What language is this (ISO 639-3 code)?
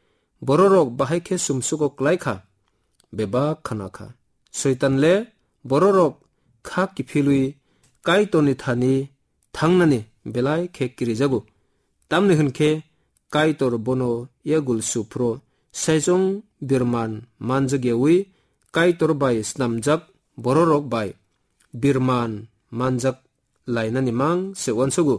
trp